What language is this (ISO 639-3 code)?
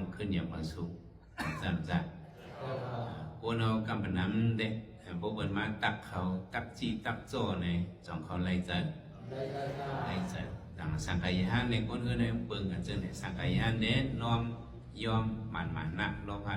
shn